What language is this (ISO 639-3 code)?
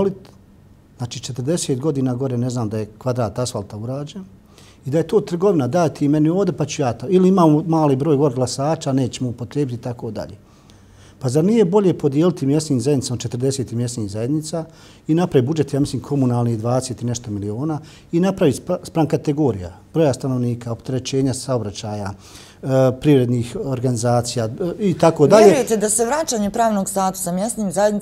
bos